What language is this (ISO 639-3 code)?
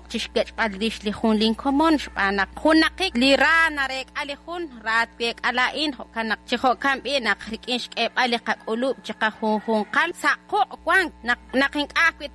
kek